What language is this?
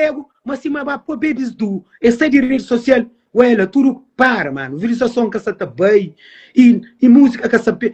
Kabuverdianu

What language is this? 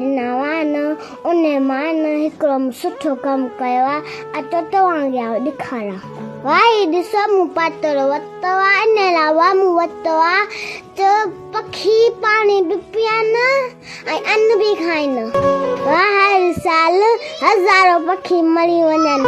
Sindhi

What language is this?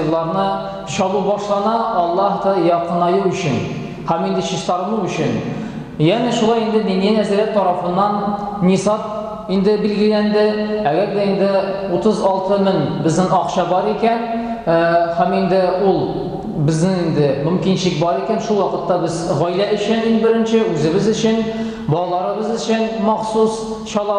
Tatar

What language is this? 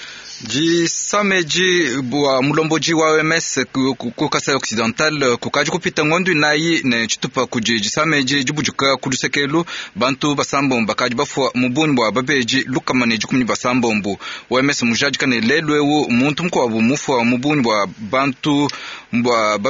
Luba-Lulua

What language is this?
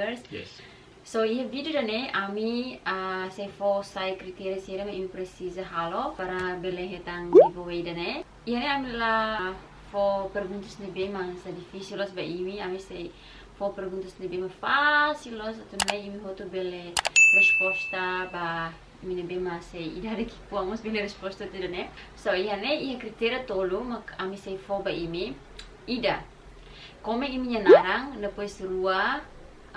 Tetum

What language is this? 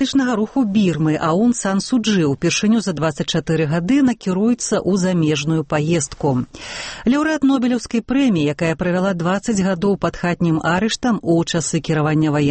Belarusian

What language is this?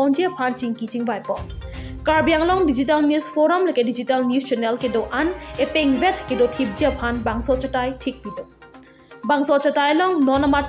Karbi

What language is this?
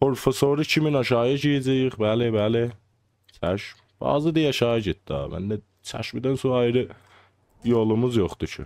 South Azerbaijani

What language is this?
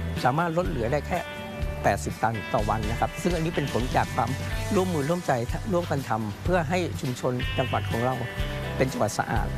Thai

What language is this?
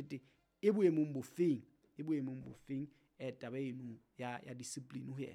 Southern Sotho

